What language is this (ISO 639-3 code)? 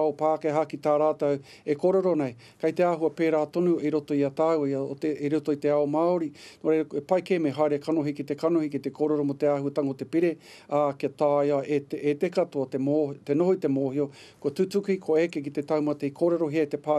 mri